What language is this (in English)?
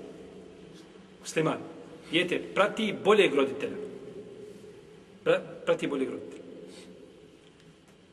Bosnian